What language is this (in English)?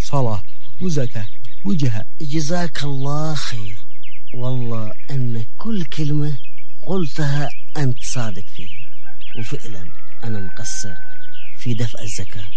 Arabic